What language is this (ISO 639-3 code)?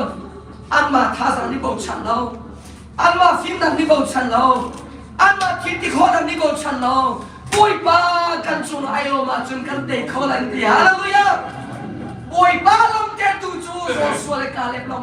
cnh